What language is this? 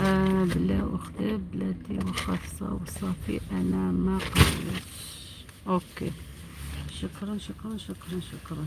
Algerian Arabic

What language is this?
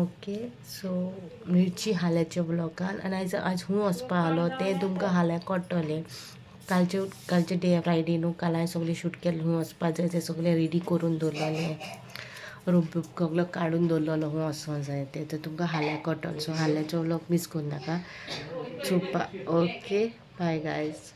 Konkani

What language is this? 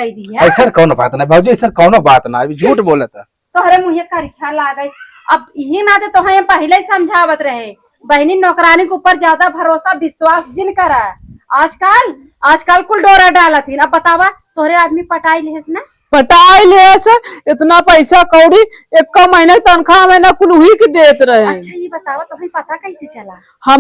Awadhi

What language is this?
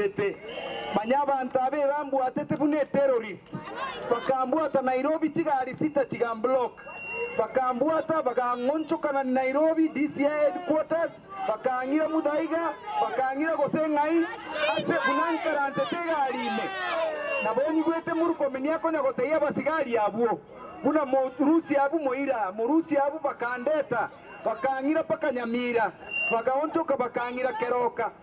Gusii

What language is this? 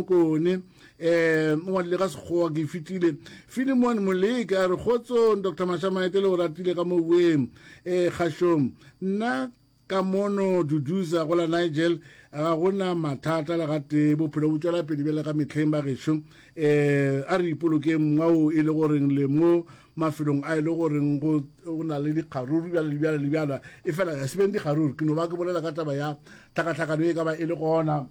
Northern Sotho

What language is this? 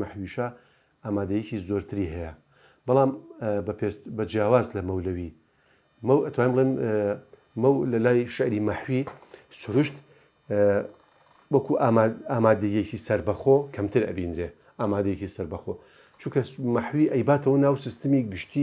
Central Kurdish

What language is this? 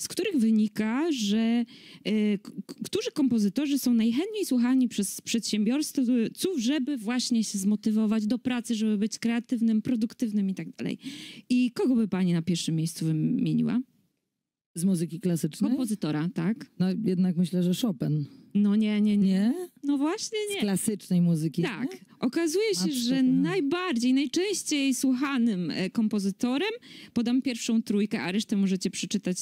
Polish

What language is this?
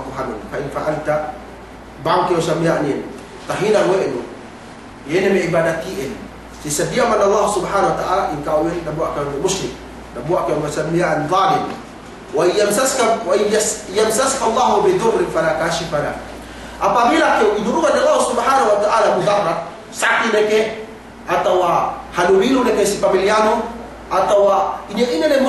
Yakan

